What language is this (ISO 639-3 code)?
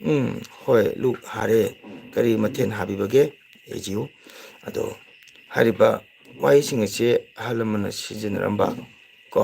mni